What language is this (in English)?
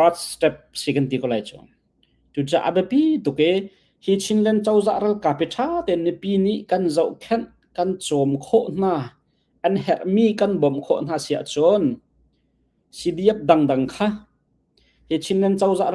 Hakha Chin